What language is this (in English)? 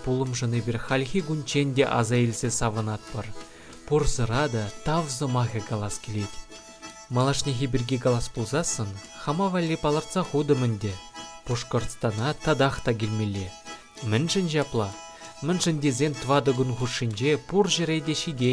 Chuvash